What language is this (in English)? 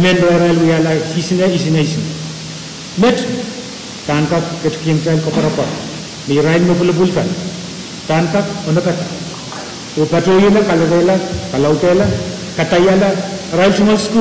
Pohnpeian